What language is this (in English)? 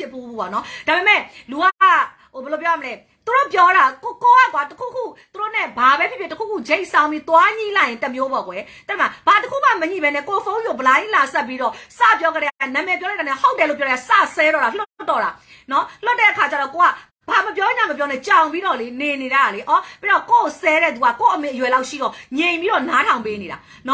Burmese